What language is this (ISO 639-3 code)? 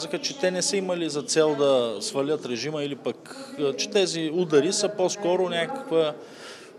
bul